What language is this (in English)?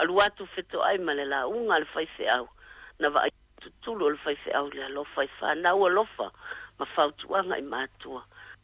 Samoan